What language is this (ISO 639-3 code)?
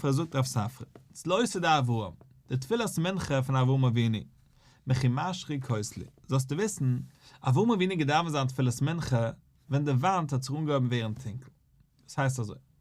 yid